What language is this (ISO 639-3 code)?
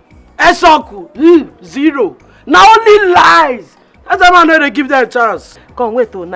pcm